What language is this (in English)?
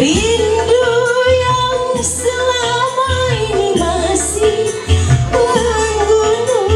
Ma'anyan